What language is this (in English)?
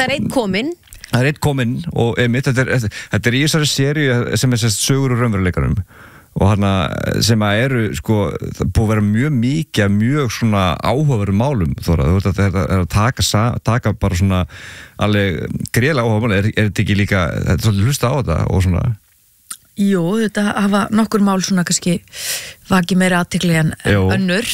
Icelandic